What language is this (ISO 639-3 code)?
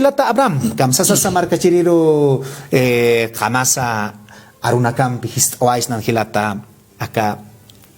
aym